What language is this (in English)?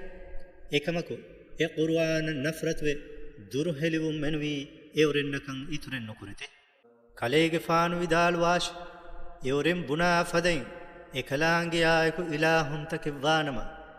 Divehi